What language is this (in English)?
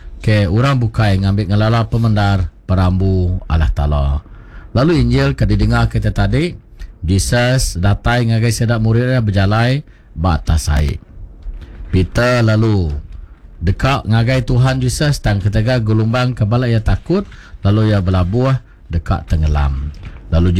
Iban